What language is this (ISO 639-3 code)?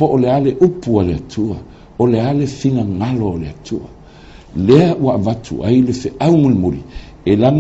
smo